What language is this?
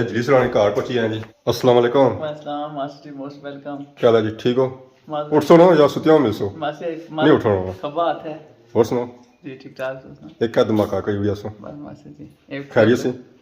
Pahari-Potwari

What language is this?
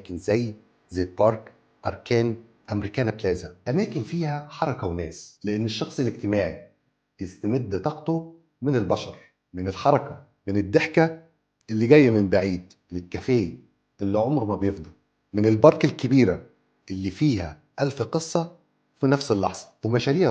Egyptian Arabic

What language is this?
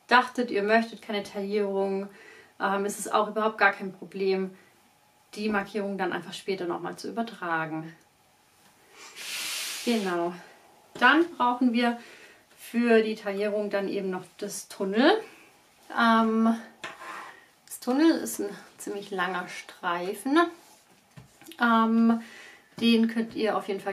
German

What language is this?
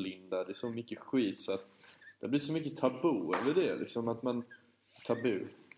Swedish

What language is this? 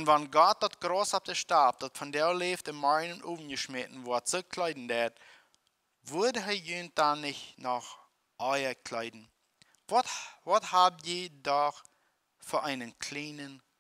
Plautdietsch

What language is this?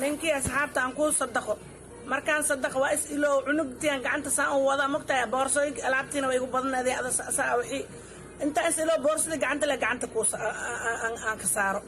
Somali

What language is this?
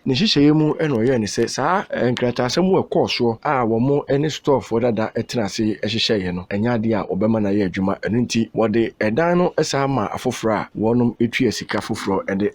Akan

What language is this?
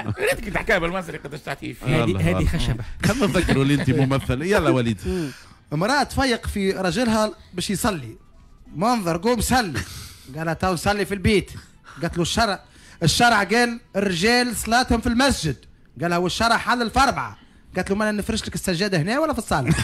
Tunisian Arabic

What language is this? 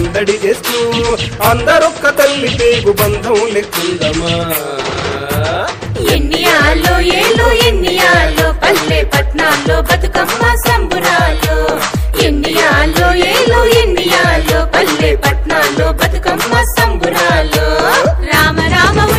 Telugu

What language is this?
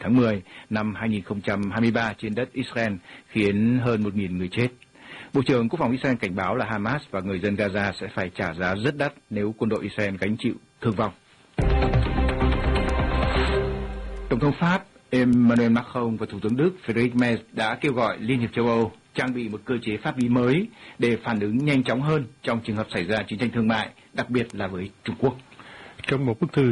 Vietnamese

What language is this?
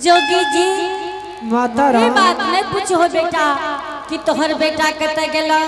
Angika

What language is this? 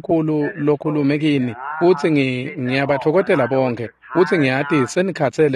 Swati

